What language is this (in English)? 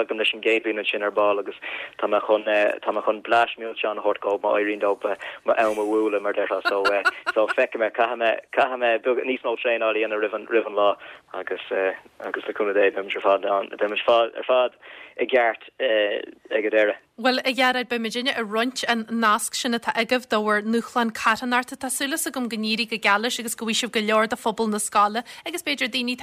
Irish